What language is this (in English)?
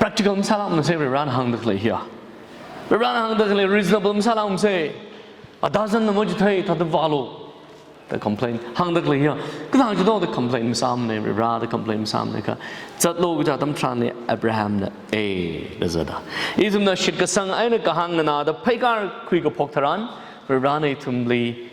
Tangkhul Naga (India)